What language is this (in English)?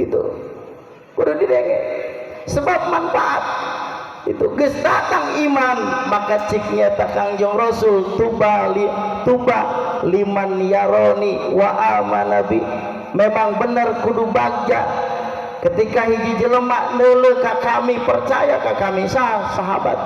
Sundanese